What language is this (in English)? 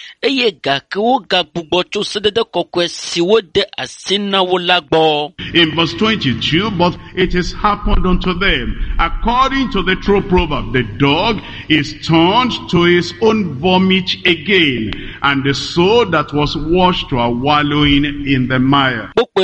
Ewe